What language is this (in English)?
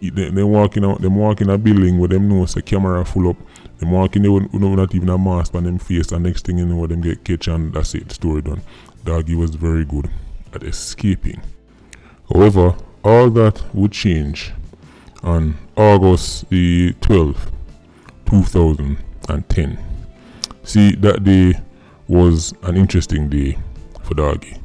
Jamaican Creole English